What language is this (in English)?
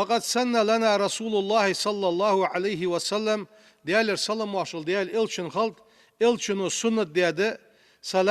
Ingush